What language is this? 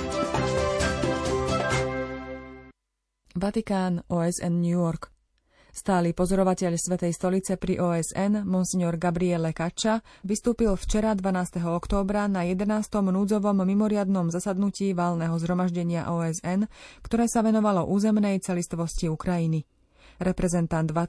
Slovak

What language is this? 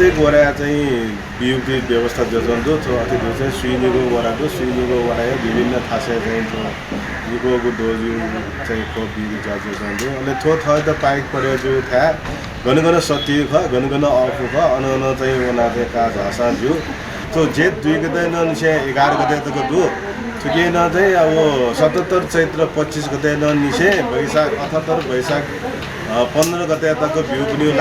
Newari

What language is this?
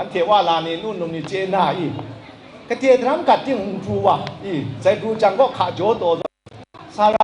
Kachin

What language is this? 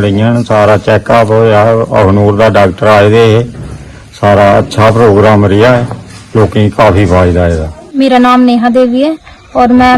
Dogri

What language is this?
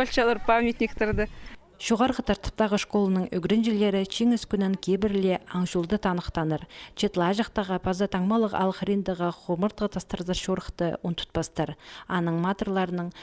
Khakas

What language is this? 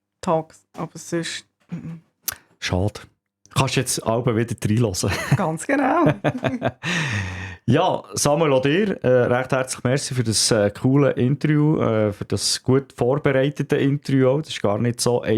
Swiss German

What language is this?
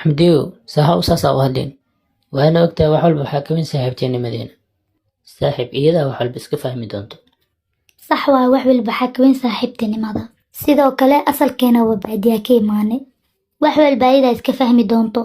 Somali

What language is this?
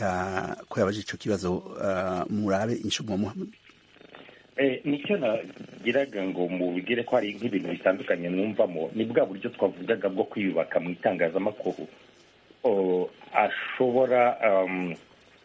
Kinyarwanda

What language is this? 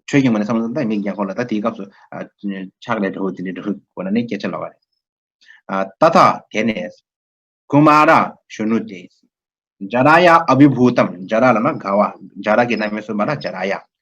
Tibetan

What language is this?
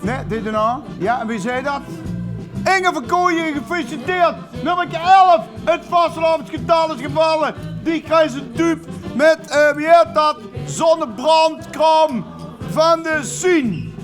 Limburgish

